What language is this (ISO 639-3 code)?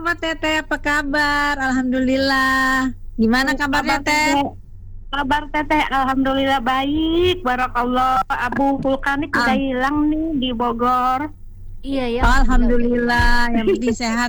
ind